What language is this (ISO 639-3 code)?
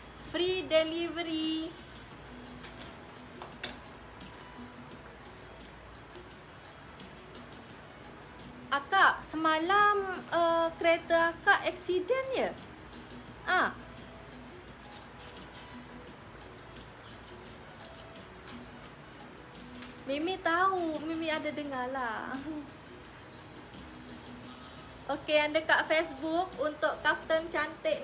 msa